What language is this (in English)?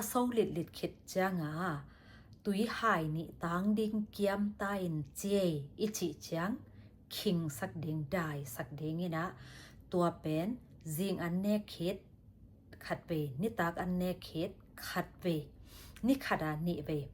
Tedim Chin